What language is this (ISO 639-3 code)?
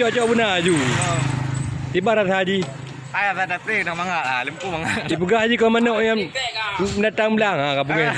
ace